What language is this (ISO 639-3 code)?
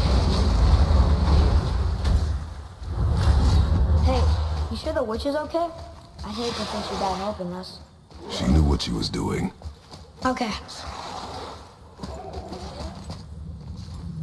eng